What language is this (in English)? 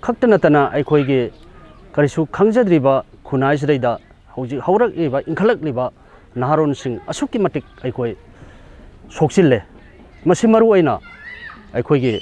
Manipuri